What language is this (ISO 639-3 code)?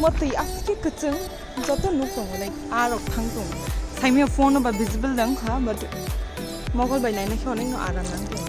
trp